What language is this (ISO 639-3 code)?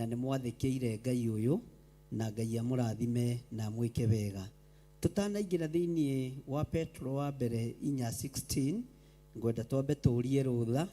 kik